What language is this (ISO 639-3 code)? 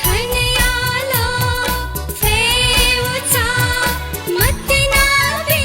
new